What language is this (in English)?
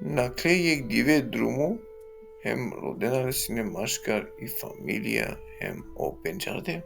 Balkan Romani